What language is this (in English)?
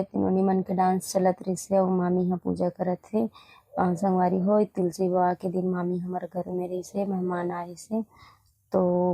Chhattisgarhi